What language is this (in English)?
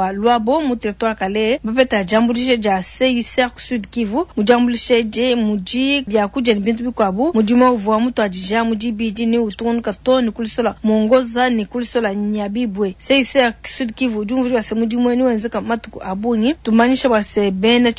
Luba-Lulua